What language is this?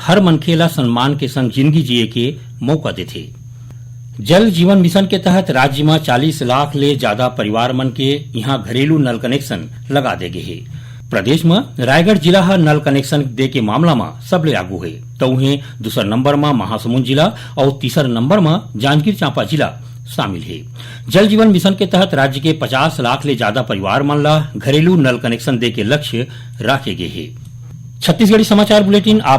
Chhattisgarhi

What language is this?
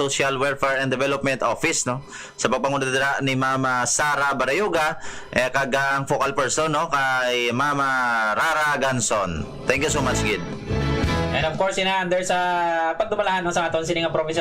Hiligaynon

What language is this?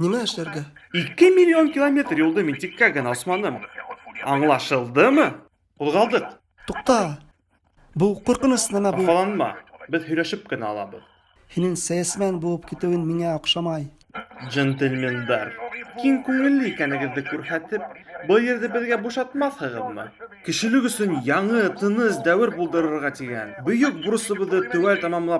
Bashkir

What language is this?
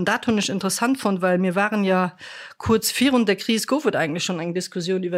Luxembourgish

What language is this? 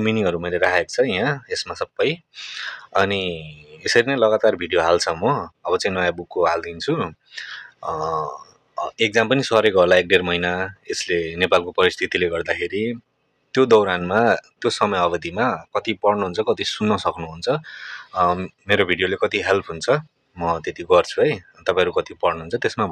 Nepali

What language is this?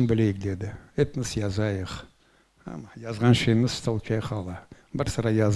Crimean Tatar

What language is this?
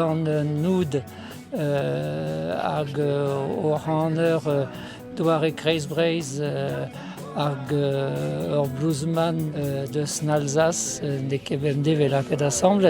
Breton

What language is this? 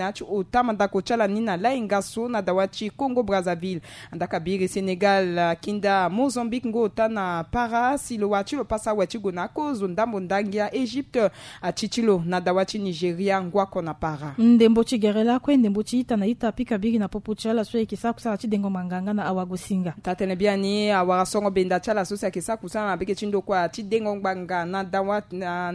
Sango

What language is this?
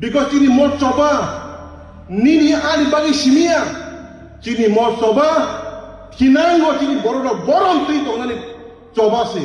Kok Borok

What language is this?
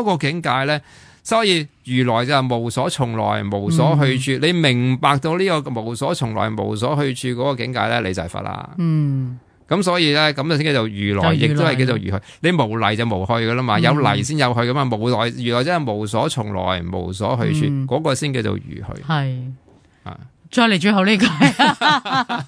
Cantonese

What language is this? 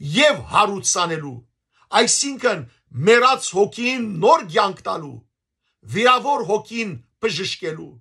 Western Armenian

